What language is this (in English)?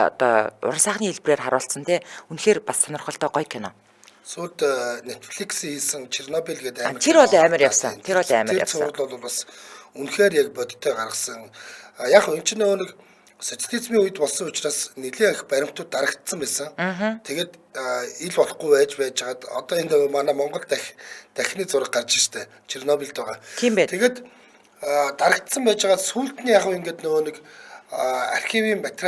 Mongolian